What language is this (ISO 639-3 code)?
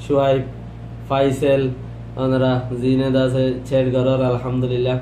rhg